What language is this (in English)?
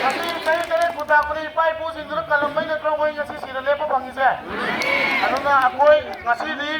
Manipuri